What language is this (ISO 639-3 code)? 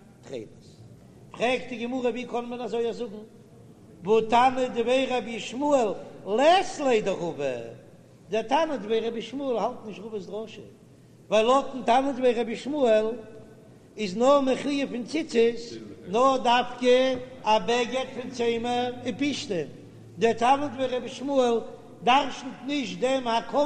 yid